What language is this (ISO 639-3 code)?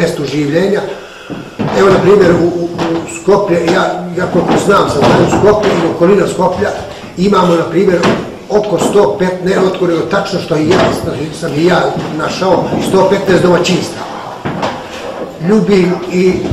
bos